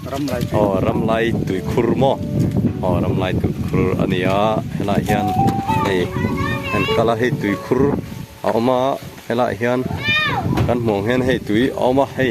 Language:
Mizo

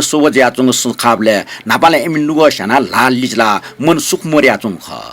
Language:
Newari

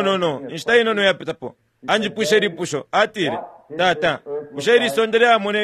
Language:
Bemba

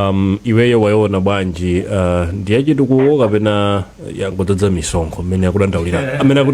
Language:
Nyanja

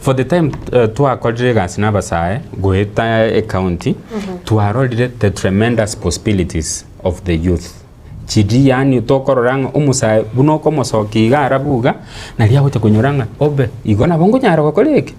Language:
Gusii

